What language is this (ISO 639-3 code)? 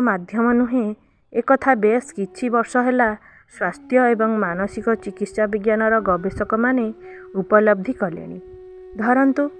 ori